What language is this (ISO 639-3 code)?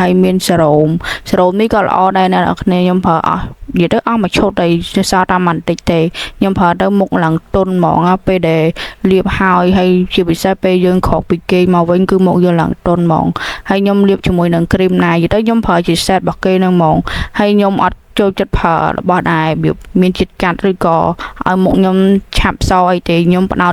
khm